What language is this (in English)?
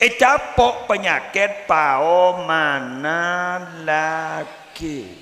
Madurese